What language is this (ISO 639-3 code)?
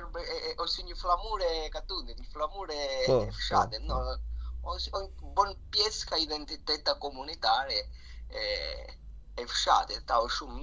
sqi